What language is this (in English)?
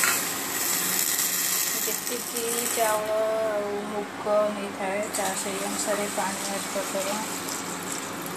Odia